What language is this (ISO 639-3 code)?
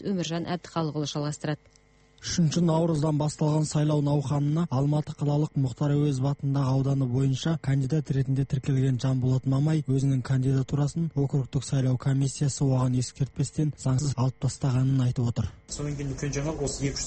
kaz